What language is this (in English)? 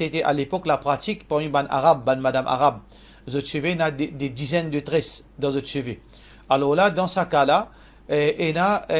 Morisyen